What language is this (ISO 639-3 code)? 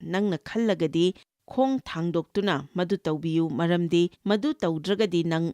mni